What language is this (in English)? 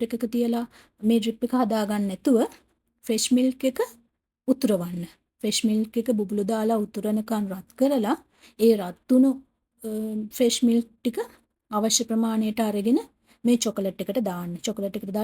Sinhala